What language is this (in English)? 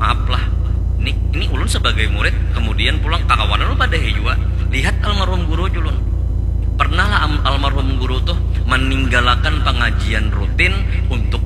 Banjar